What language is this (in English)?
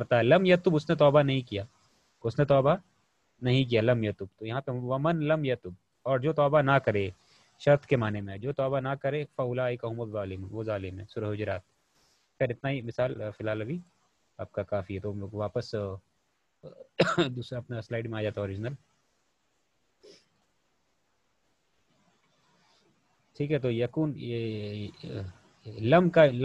Urdu